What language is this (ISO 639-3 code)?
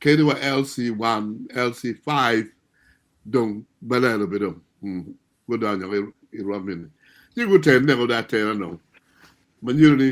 ach